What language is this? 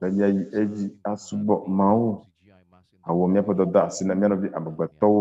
Ewe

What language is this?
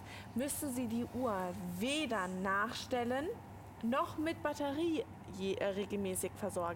German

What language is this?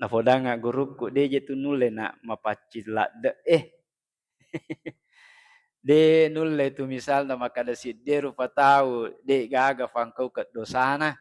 Buginese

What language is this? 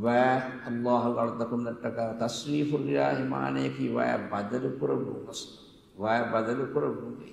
Divehi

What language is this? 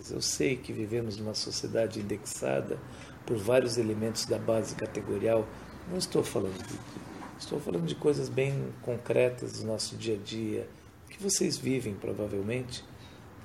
Portuguese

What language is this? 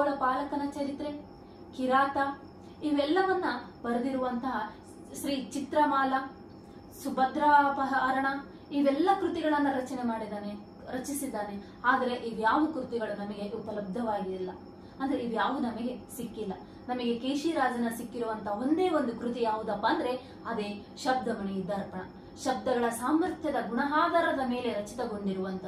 Kannada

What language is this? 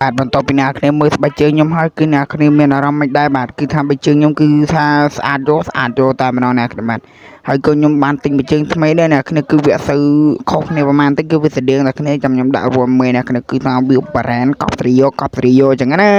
Khmer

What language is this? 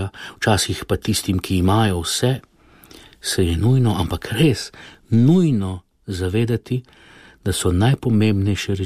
Slovenian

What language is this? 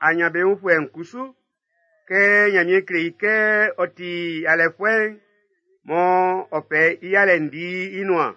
Baoulé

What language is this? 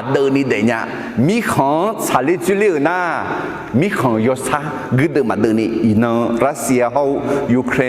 Akha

